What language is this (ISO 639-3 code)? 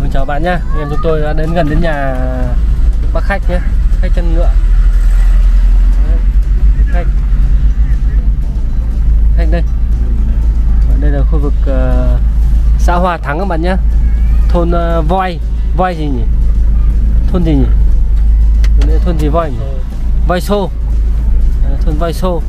vie